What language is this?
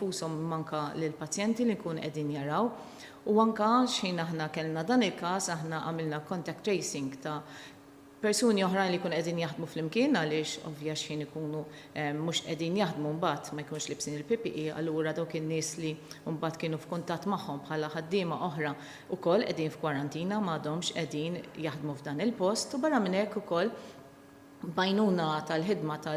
Maltese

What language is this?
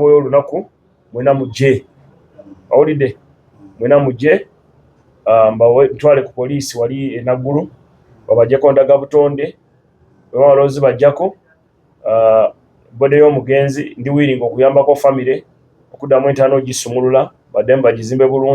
Ganda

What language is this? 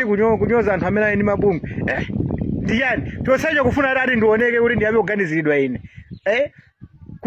Nyanja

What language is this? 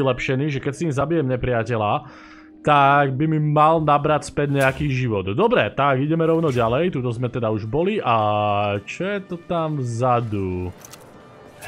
Slovak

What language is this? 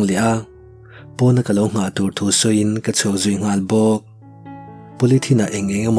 Mizo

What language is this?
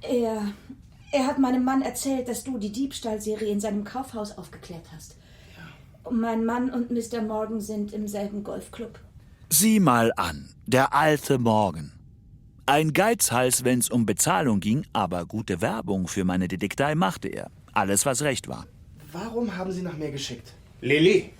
Swiss German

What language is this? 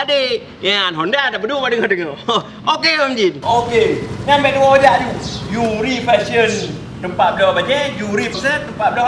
Achinese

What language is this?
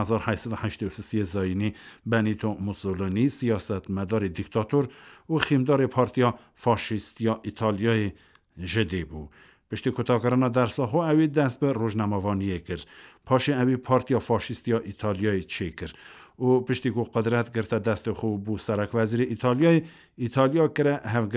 Kurdish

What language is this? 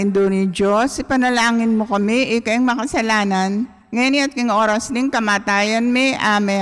Pampanga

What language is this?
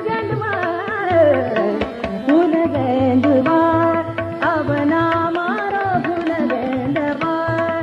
Bhojpuri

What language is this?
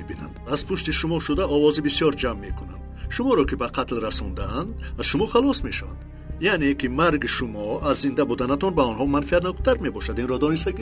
Tajik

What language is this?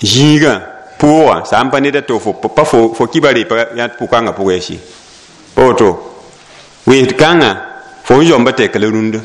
Mossi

